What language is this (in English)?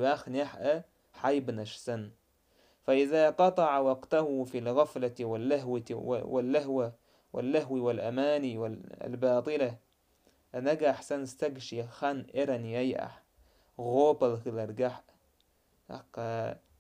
Chechen